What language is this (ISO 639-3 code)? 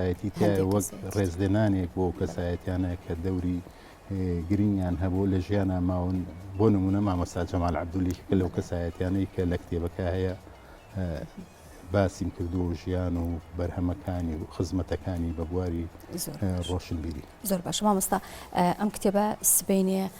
ckb